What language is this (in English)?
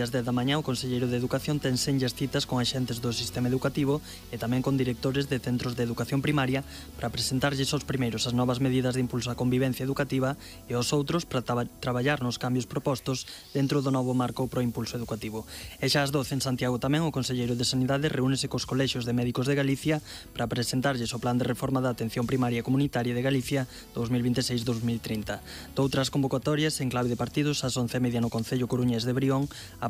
Galician